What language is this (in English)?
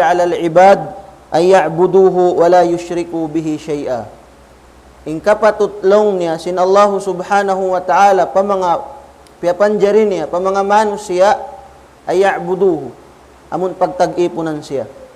Tausug